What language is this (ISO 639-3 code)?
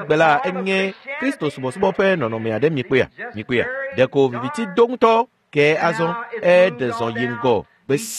ewe